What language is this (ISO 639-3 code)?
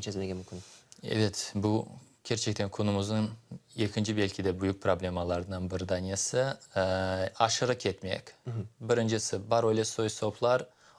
crh